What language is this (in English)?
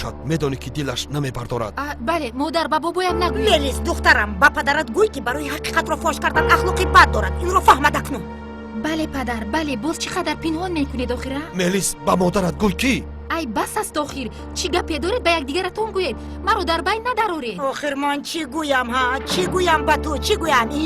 Tajik